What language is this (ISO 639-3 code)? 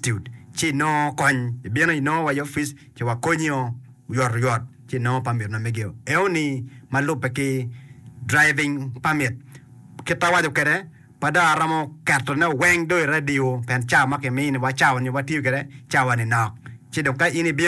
ach